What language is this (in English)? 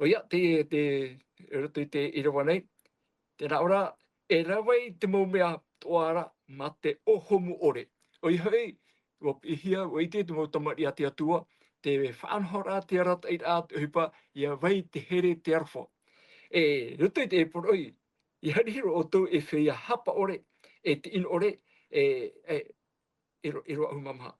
Tahitian